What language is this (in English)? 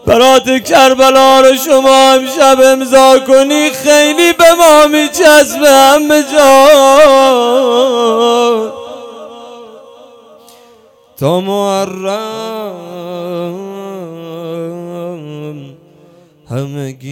Persian